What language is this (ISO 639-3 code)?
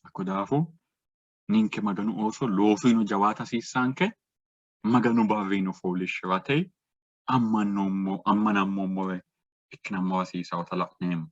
sid